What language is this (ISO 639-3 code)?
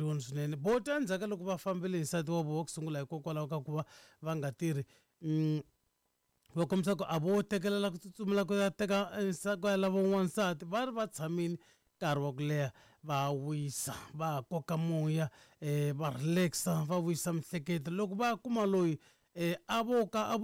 tso